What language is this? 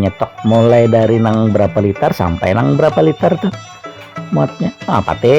Banjar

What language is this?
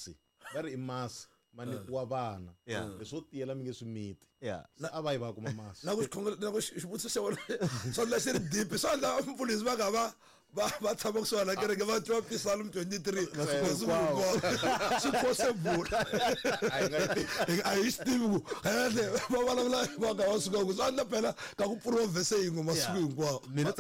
Tsonga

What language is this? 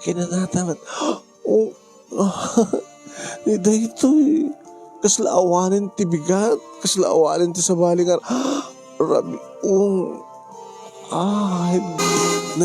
Iloko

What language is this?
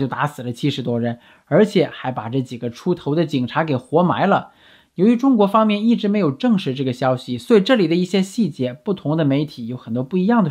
Chinese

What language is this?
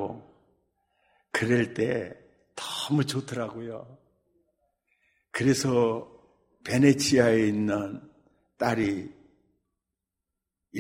Korean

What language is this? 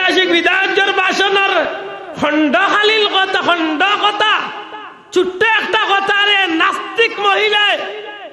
Sylheti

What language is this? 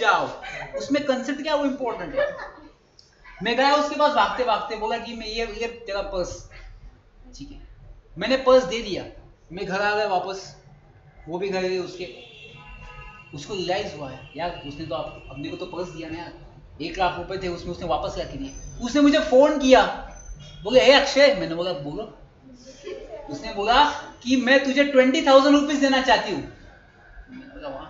Hindi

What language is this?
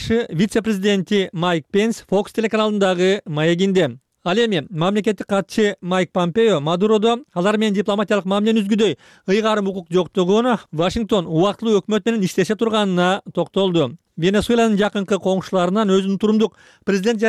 Kyrgyz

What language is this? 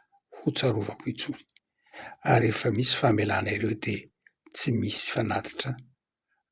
Malagasy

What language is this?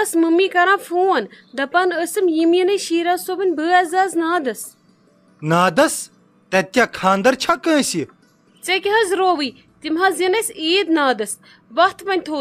Kashmiri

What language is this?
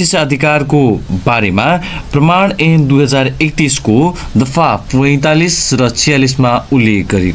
Nepali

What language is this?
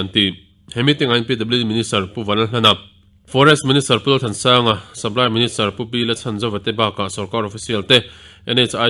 Mizo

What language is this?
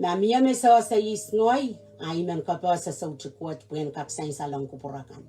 Pohnpeian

